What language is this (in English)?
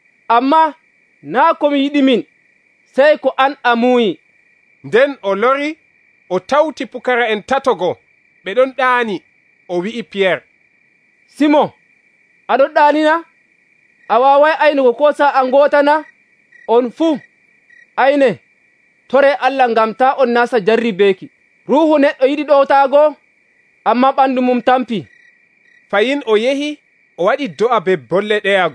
Nigerian Fulfulde